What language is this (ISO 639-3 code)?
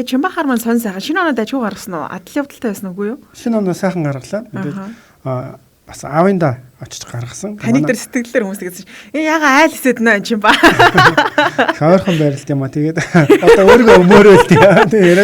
mon